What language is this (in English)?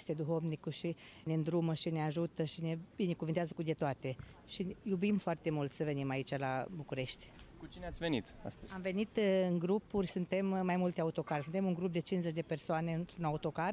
Romanian